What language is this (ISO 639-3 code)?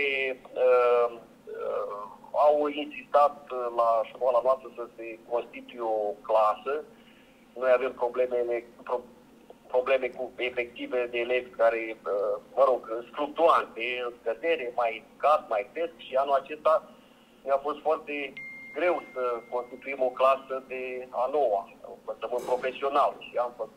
ron